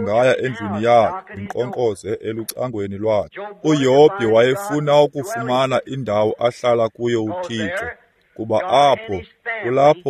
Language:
Xhosa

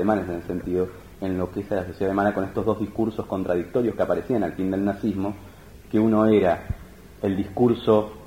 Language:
Spanish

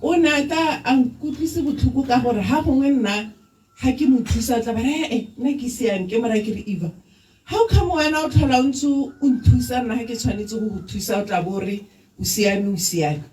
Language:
Tswana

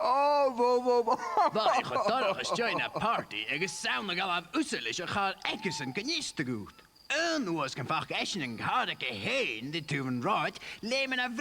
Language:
Scottish Gaelic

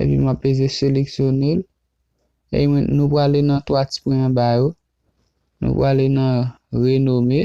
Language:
Haitian Creole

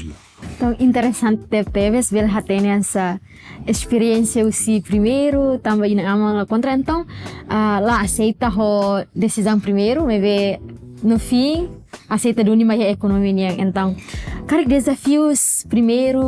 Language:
Tetum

